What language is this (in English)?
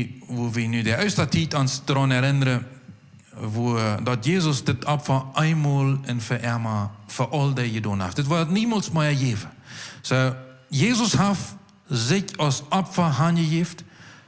Plautdietsch